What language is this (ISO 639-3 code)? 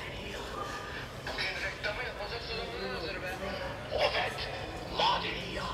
tur